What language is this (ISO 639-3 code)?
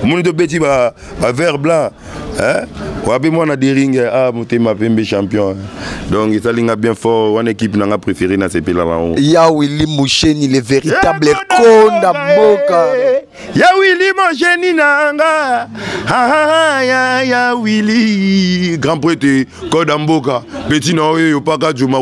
lin